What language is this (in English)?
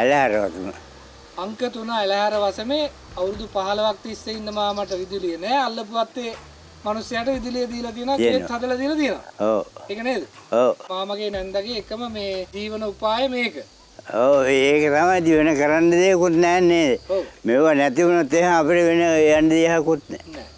Sinhala